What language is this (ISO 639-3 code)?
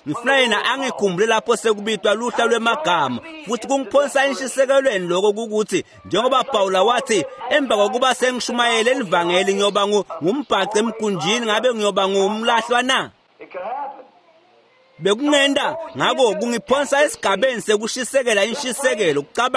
ssw